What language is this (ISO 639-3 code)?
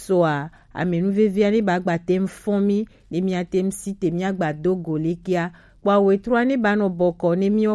gej